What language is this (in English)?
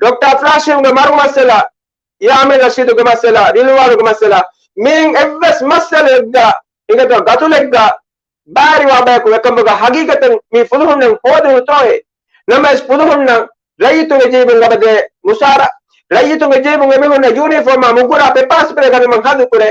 Divehi